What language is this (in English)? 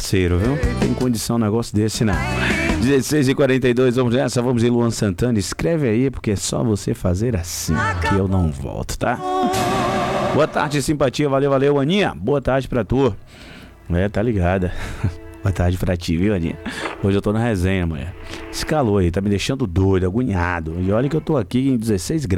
Portuguese